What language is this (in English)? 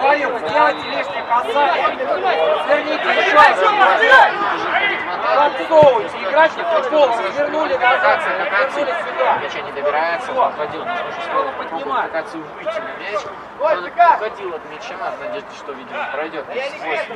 Russian